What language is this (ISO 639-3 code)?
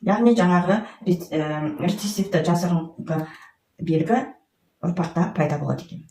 kaz